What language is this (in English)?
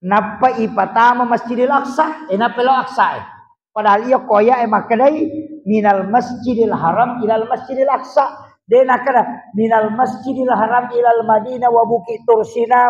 Buginese